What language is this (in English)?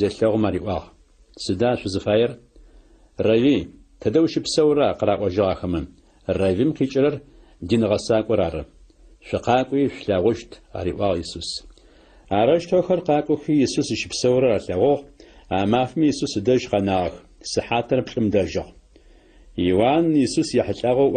Adyghe